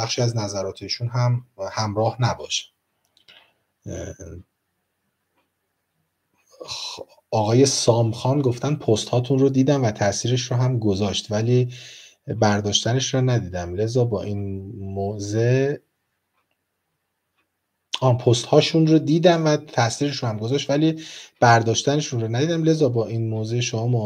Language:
Persian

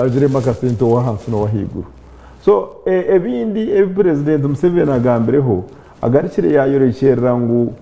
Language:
Nyankole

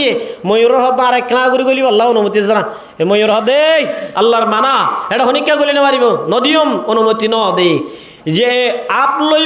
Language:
Rohingya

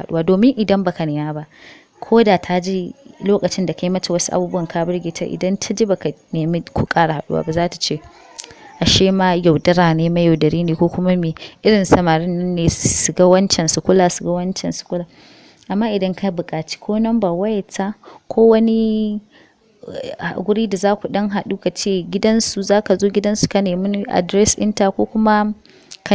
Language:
Hausa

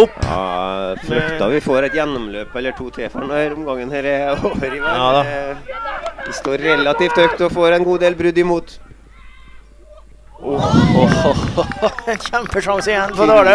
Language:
Norwegian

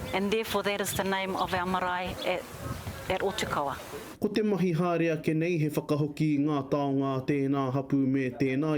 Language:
Māori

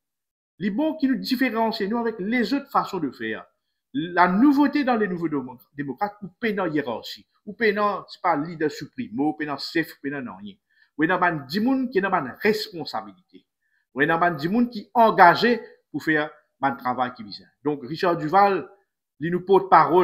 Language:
Morisyen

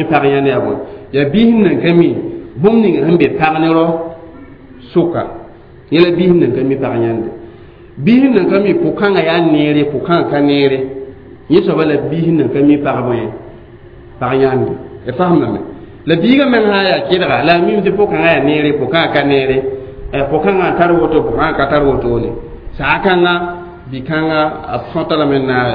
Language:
Mossi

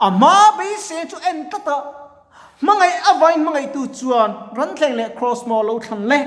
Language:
Mizo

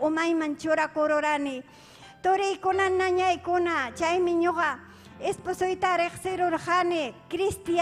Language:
Ayacucho Quechua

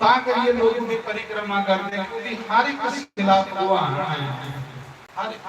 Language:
Dogri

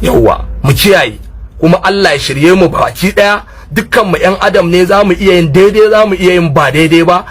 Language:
Hausa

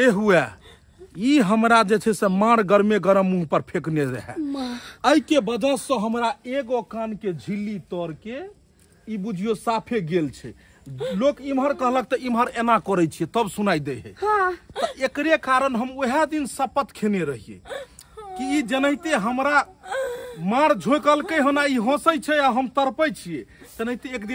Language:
Maithili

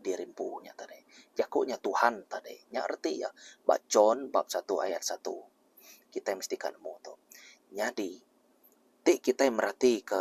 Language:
Iban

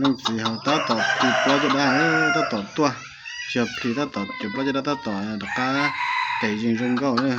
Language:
Hmong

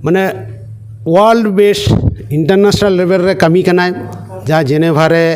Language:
Santali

